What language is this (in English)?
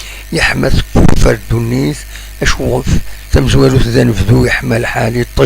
Kabyle